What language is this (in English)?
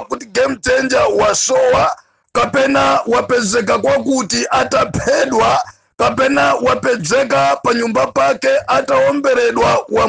Nyanja